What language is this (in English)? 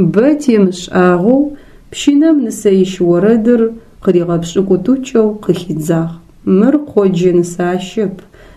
Adyghe